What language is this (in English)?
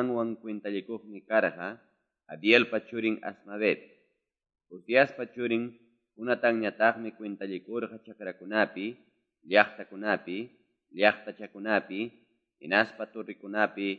Quechua